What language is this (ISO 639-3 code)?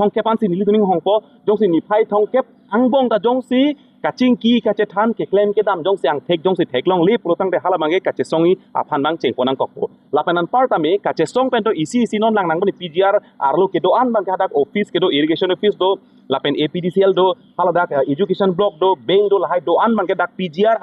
mjw